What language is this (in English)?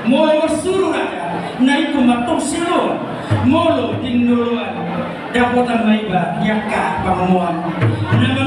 Batak Toba